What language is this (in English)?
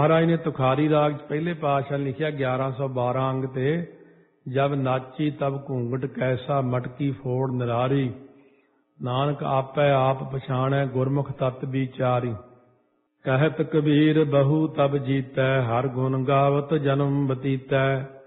Punjabi